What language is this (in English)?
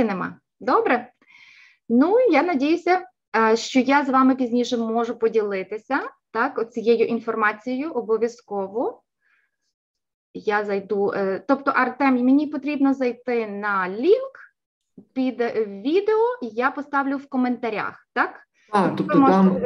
Ukrainian